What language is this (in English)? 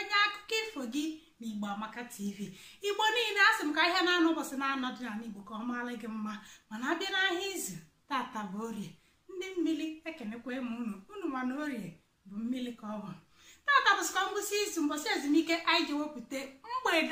Igbo